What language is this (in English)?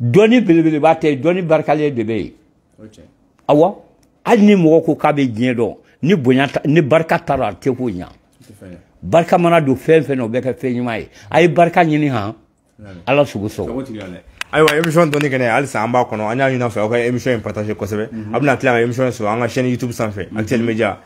Bambara